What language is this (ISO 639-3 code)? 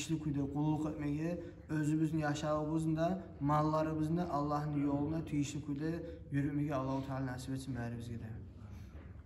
kum